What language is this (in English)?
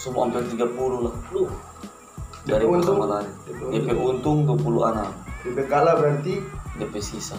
Manado Malay